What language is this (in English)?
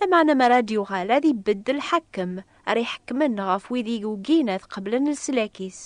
Kabyle